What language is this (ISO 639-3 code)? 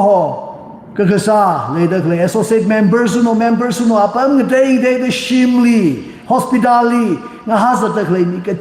nmf